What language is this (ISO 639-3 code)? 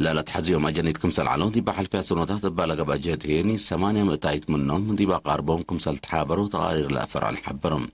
tig